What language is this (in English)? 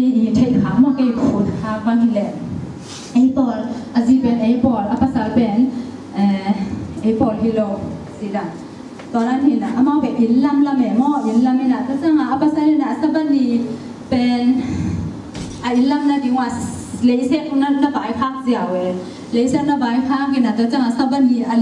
Tedim Chin